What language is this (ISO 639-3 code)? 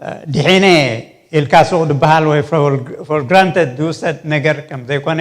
tir